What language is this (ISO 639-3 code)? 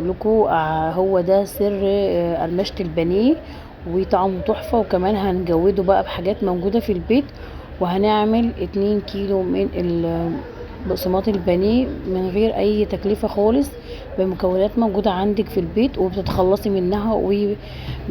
arz